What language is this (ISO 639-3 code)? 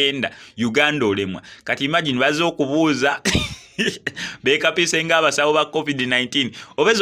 lug